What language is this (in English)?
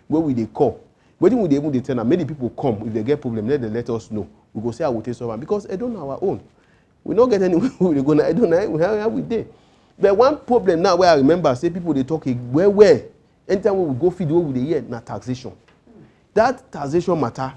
Nigerian Pidgin